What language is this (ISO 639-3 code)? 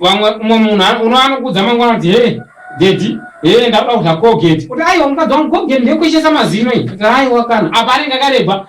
sna